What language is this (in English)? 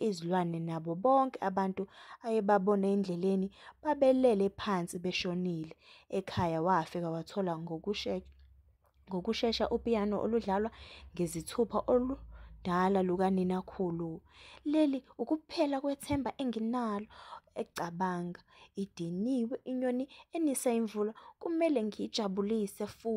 Zulu